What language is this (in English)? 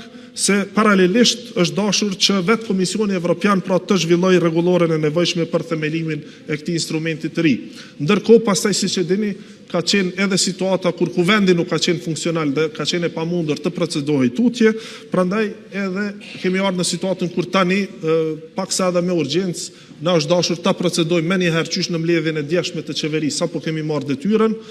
Albanian